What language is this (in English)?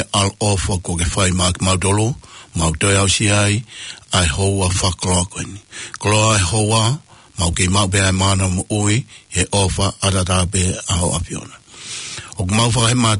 Tongan